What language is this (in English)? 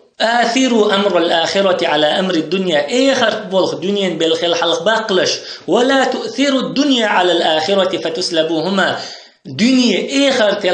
Chechen